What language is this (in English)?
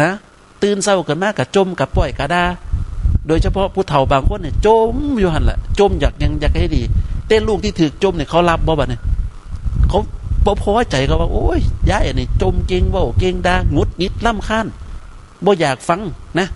Northeastern Thai